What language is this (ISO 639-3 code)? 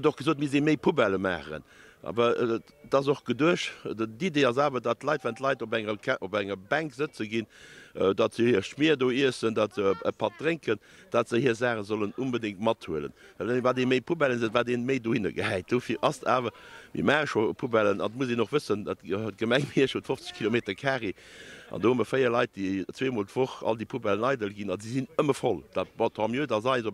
ltz